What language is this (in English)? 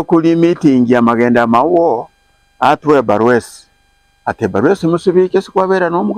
Nyankole